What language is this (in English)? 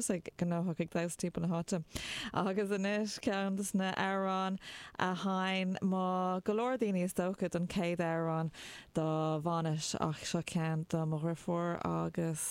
Irish